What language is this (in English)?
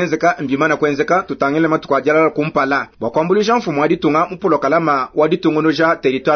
Luba-Lulua